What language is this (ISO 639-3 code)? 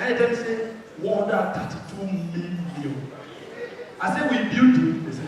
pcm